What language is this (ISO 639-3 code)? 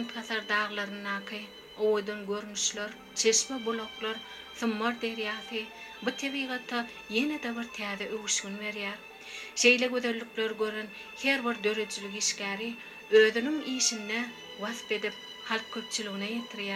tuk